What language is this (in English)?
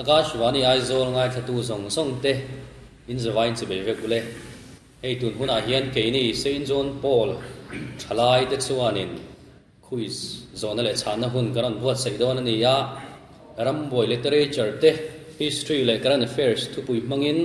Mizo